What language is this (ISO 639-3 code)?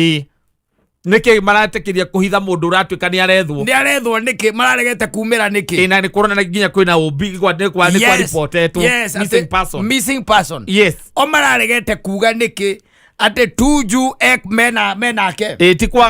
kik